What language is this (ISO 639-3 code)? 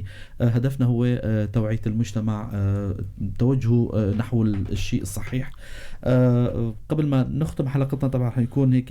apc